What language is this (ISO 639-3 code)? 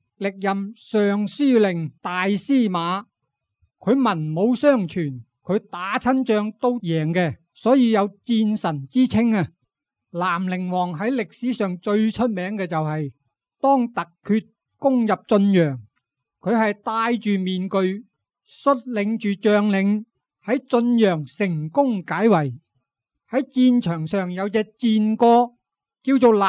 yue